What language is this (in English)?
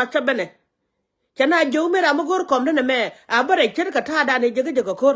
Nuer